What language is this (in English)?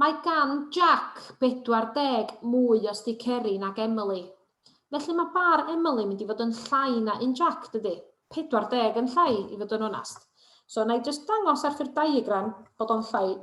Welsh